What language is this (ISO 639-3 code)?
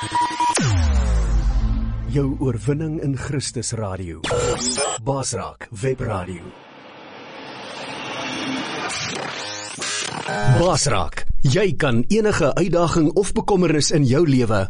afr